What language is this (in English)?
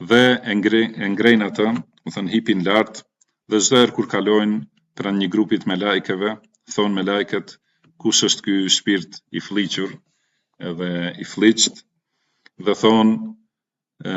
Albanian